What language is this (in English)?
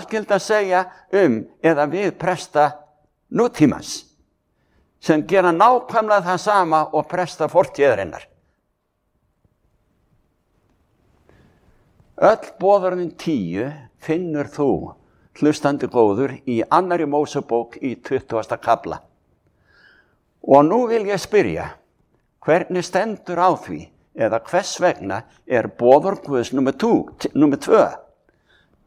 Icelandic